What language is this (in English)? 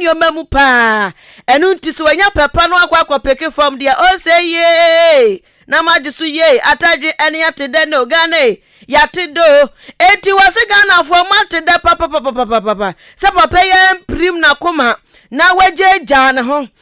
Akan